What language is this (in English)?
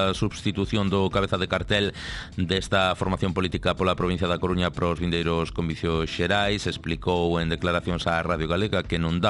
Galician